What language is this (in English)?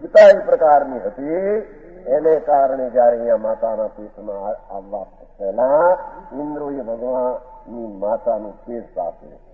Gujarati